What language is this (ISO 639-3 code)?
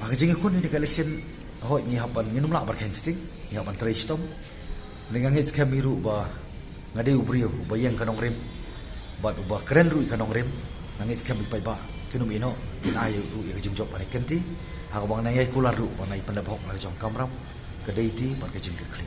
kha